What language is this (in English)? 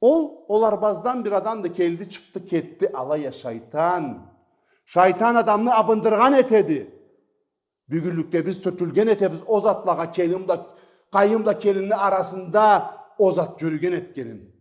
Karachay-Balkar